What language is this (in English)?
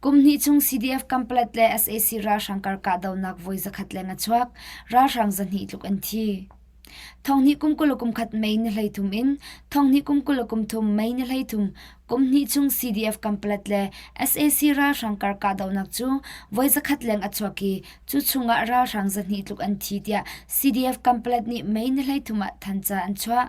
Hakha Chin